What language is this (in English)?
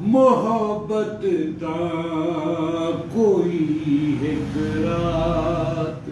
Saraiki